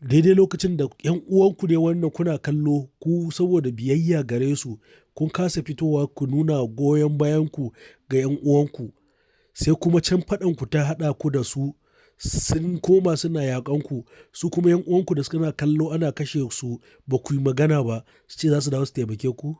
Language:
Hausa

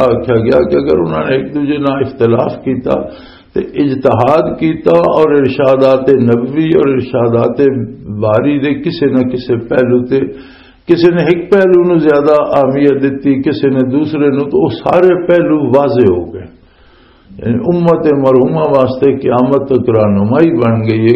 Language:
Western Panjabi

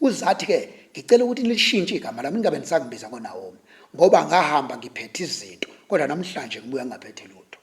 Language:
Zulu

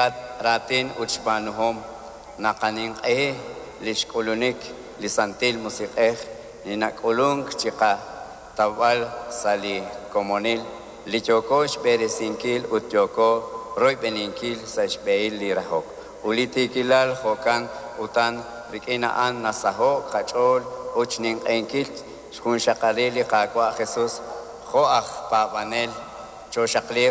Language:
Kekchí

